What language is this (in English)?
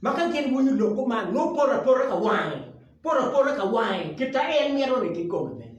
Acoli